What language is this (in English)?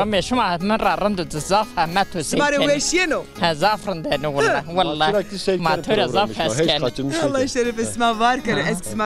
Zaza